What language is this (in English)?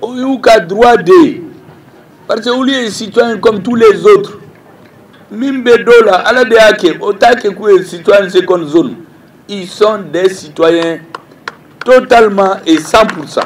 Bambara